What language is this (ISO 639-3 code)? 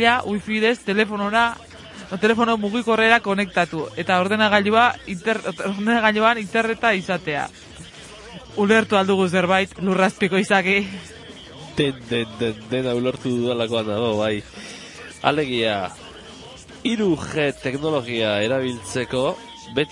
eus